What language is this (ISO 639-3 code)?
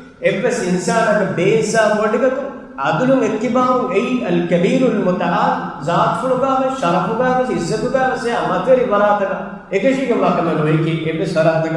div